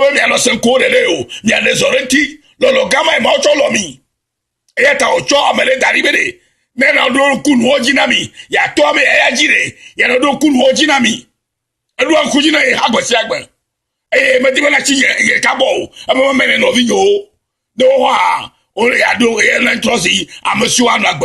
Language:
Ewe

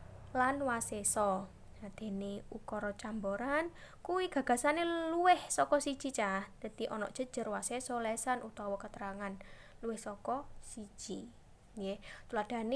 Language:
Javanese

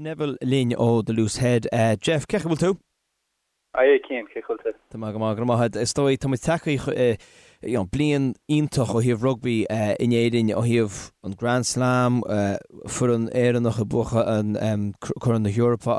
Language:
Irish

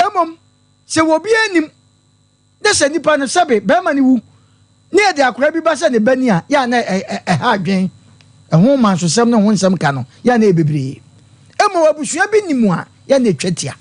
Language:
Akan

